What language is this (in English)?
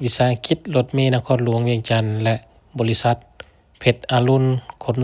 Lao